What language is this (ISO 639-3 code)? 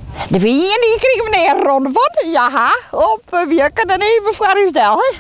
fry